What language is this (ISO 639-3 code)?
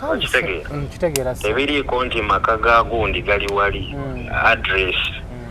lug